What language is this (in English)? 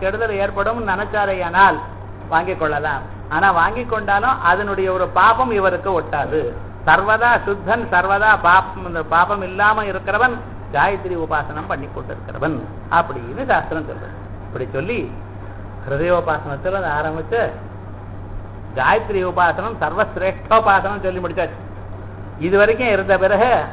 Tamil